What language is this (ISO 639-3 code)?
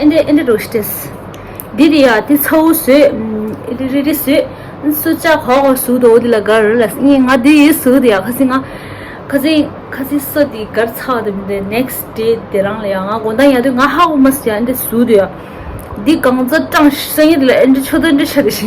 bod